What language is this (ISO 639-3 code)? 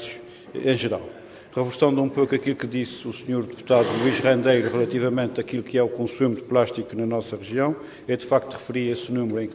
por